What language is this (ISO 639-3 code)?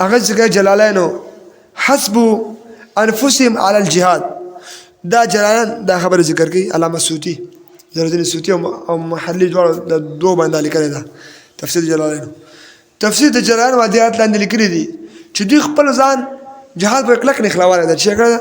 pus